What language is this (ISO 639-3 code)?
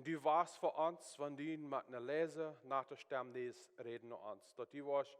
pdt